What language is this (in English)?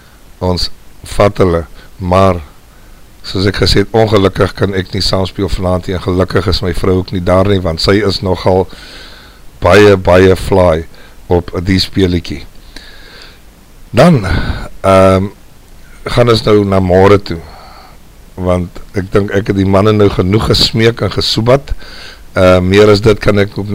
Afrikaans